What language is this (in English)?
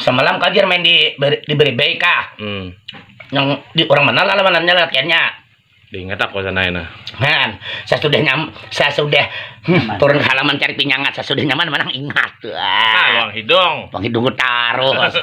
Banjar